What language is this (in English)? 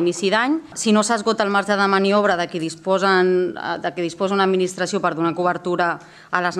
Catalan